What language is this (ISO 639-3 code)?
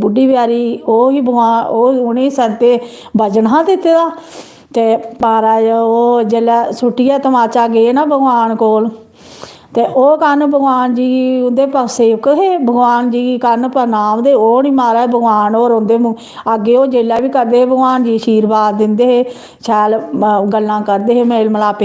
doi